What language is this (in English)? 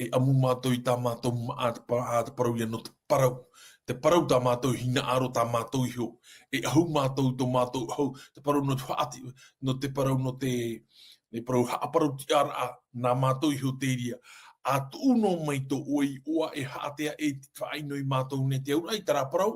Tahitian